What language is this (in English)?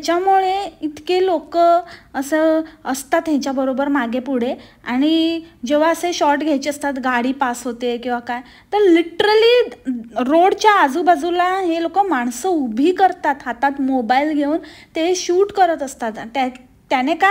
Marathi